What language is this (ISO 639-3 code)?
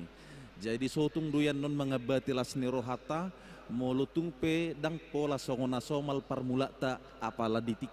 bbc